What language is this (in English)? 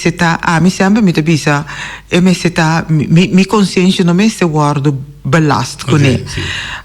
Papiamento